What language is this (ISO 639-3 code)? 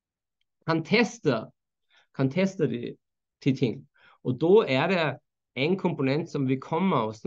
nor